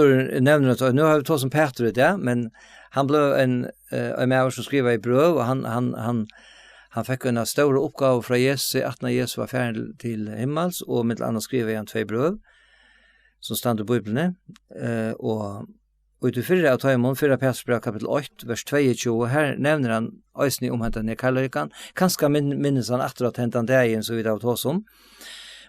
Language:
Faroese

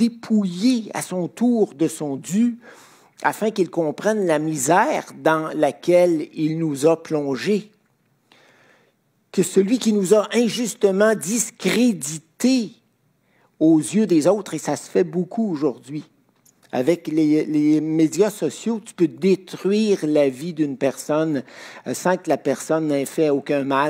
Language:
French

